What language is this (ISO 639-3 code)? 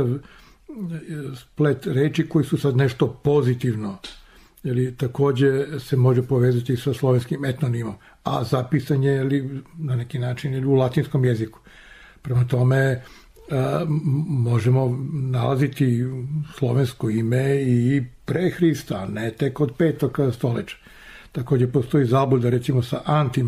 srp